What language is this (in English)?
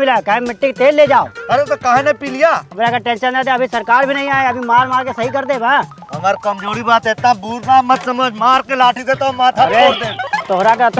Bhojpuri